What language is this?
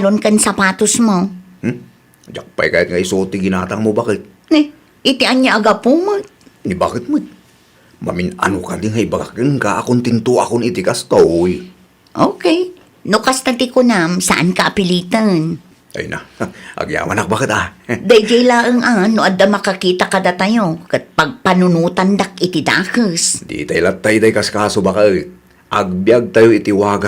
Iloko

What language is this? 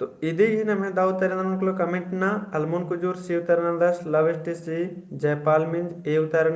Kurukh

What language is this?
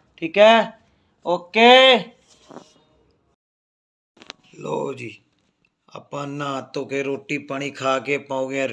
Punjabi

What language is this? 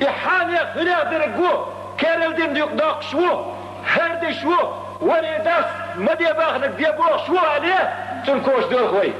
Chechen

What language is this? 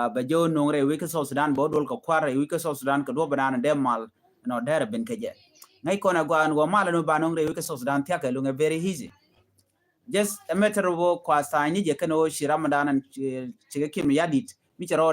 Nuer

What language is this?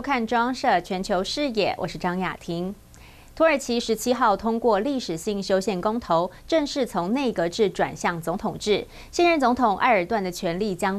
Chinese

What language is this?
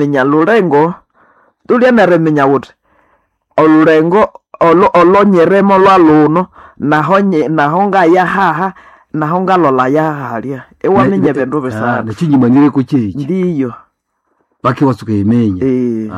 Nande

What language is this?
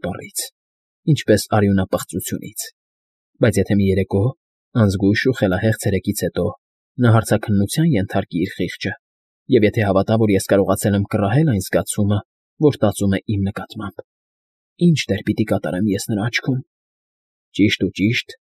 Armenian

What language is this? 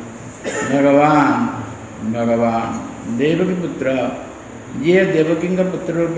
Odia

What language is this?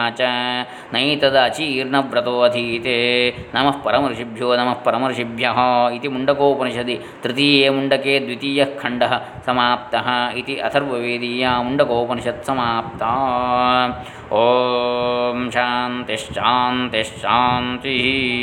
Sanskrit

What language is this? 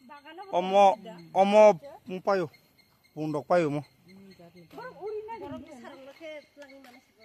Kok Borok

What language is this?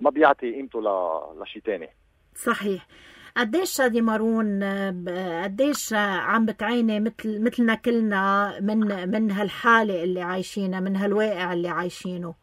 North Levantine Arabic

